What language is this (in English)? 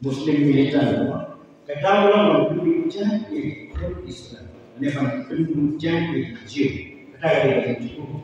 Khasi